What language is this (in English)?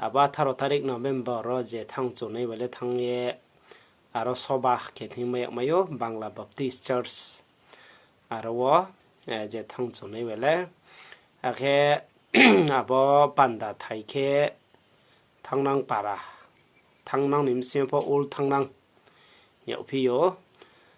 Riang (India)